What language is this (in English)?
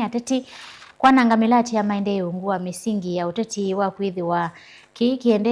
Kamba